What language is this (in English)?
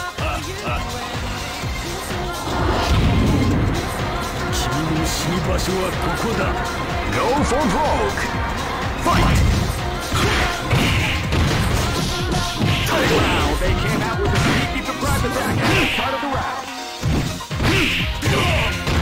English